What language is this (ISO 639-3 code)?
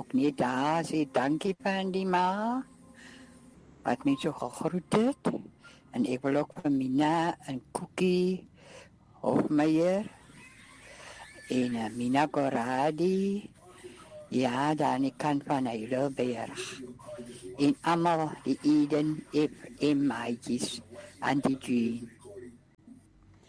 afr